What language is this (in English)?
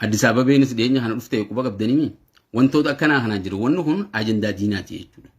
Oromo